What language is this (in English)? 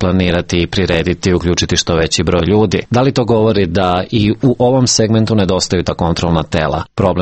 Serbian